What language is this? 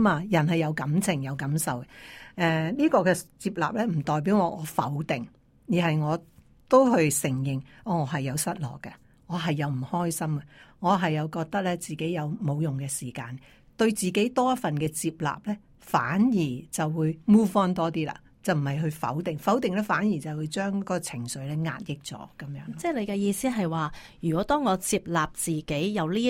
Cantonese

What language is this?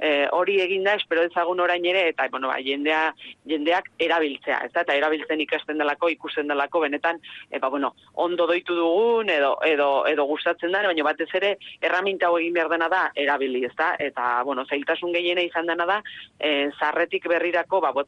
Basque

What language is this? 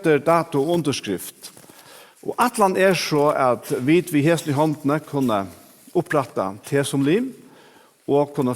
Faroese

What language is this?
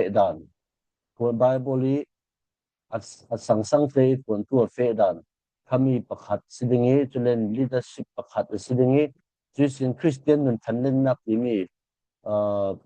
Falam Chin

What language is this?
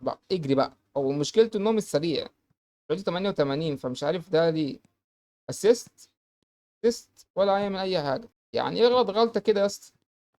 Egyptian Arabic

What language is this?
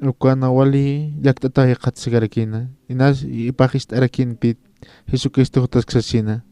Aymara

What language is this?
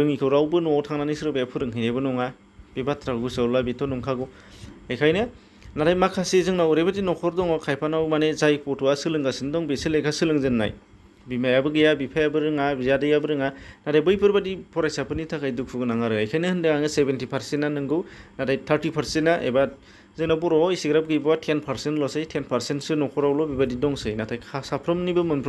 Bodo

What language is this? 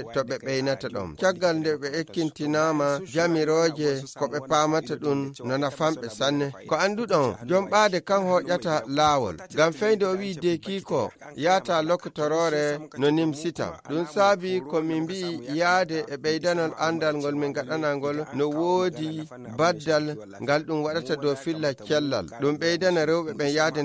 Nigerian Fulfulde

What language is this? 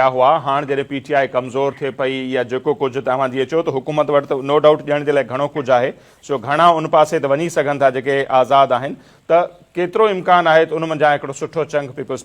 Sindhi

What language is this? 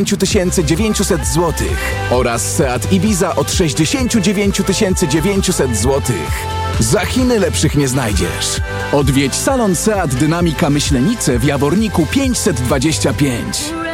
Polish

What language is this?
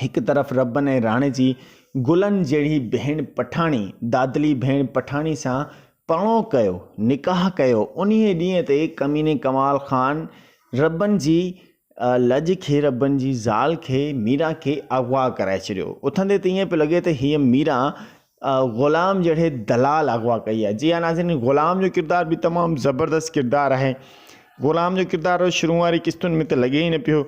Sindhi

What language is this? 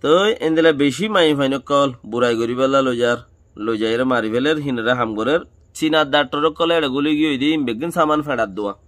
Rohingya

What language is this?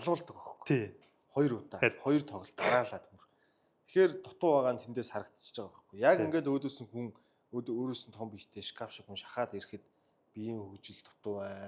Mongolian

